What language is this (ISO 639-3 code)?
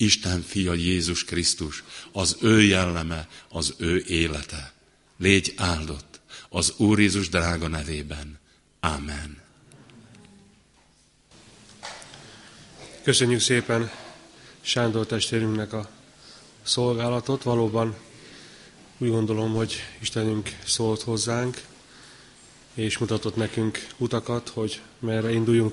hun